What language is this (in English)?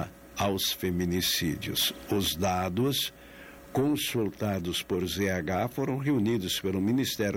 Portuguese